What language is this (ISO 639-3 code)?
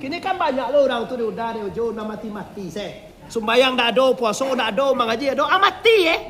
min